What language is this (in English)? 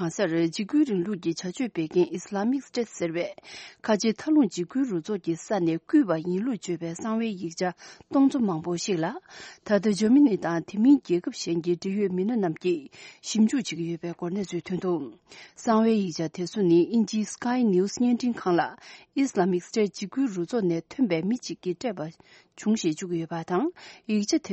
Tibetan